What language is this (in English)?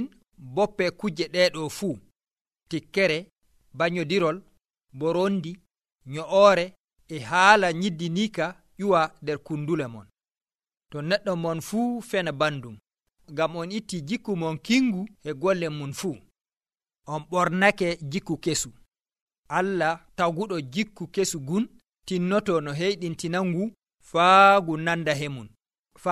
Nigerian Fulfulde